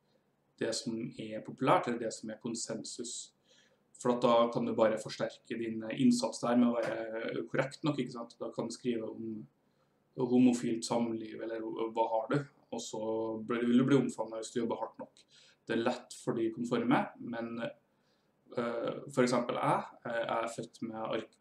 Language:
Norwegian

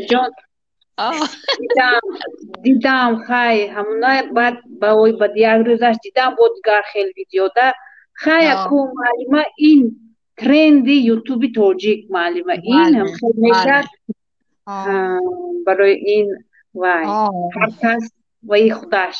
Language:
Tajik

